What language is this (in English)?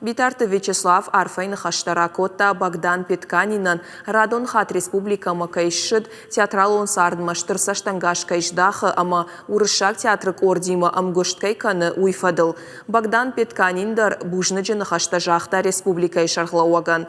Ossetic